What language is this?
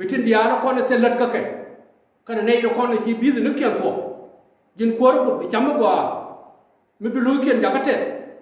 Nuer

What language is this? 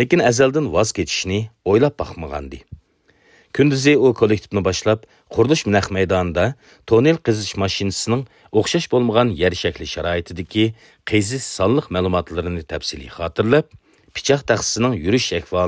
Uyghur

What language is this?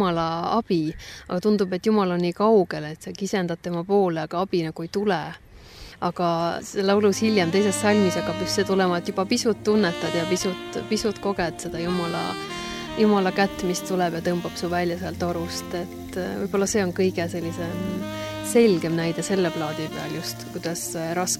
Estonian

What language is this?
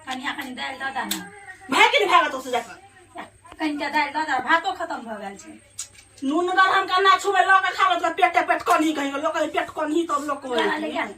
Maithili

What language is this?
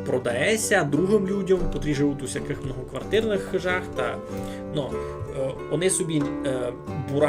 Rusyn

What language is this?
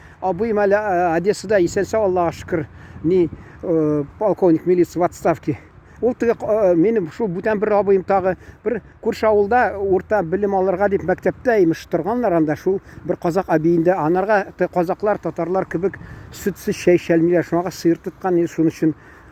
Tatar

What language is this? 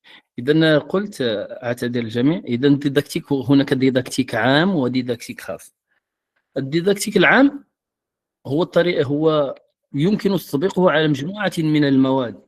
Moroccan Arabic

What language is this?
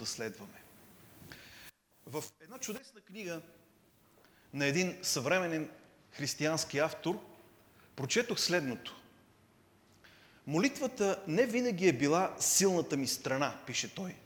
Bulgarian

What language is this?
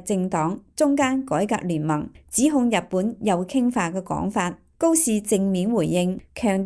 Cantonese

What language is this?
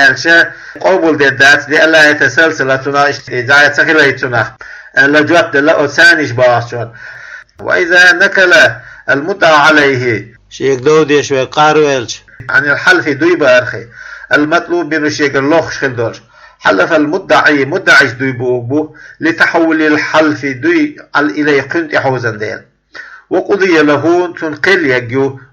Chechen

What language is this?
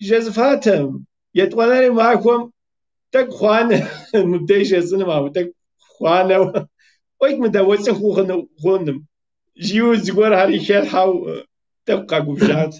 Kabardian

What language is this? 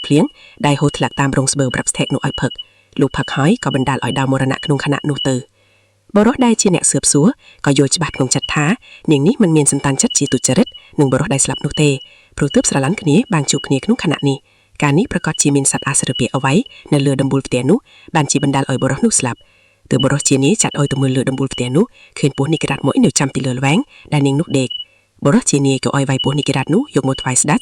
Khmer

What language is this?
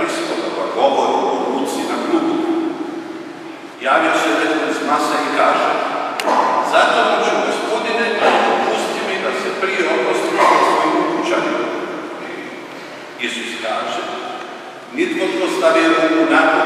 Croatian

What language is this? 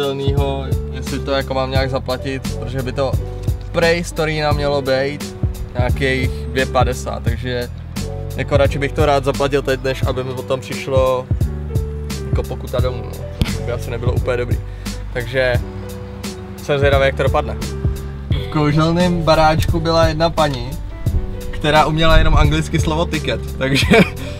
Czech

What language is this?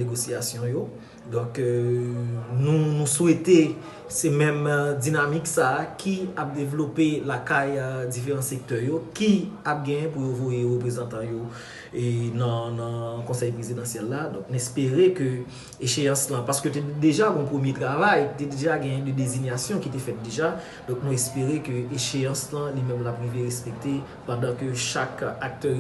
Haitian Creole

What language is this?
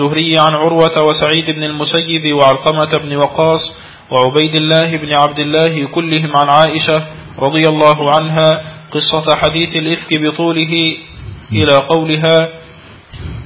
Arabic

